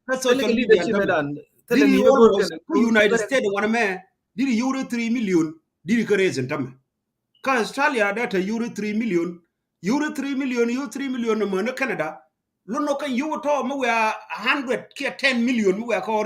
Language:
Nuer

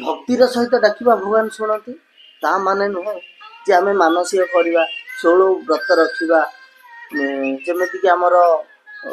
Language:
Odia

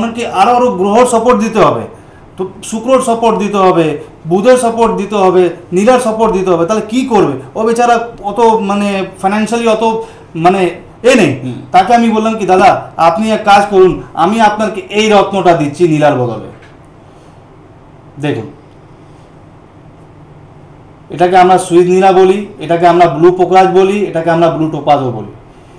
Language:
Bangla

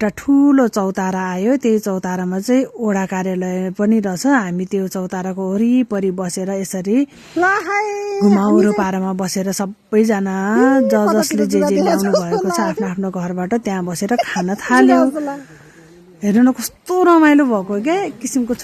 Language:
Nepali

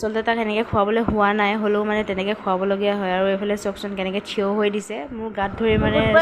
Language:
Assamese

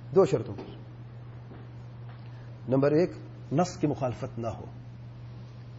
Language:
Urdu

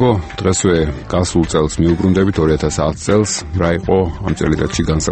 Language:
Georgian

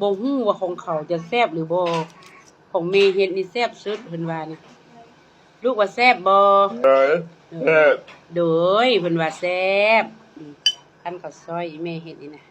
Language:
Lao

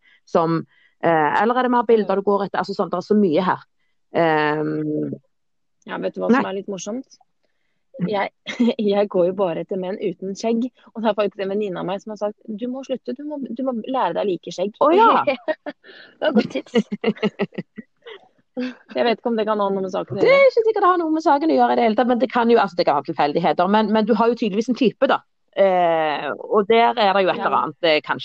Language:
Norwegian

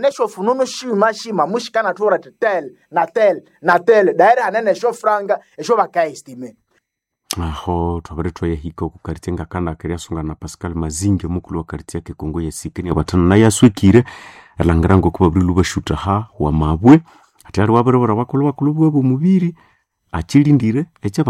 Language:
Nande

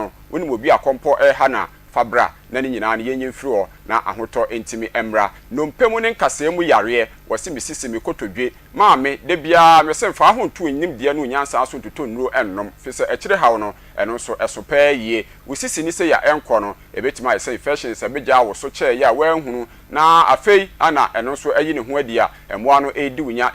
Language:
Akan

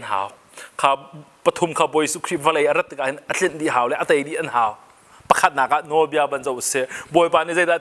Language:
Hakha Chin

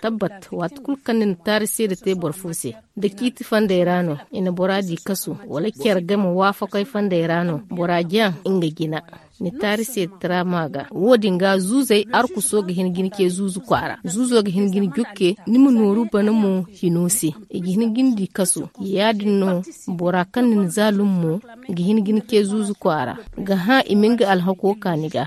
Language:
Zarma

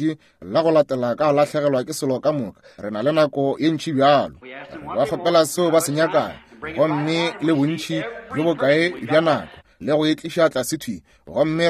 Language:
Northern Sotho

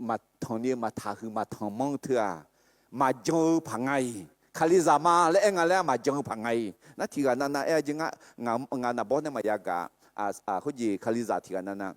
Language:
Akha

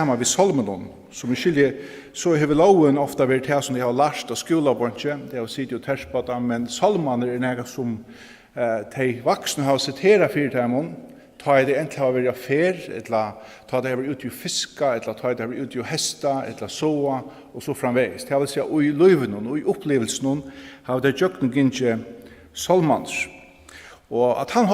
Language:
Faroese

